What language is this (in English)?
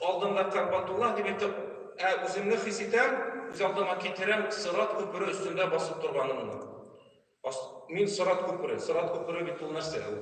Tatar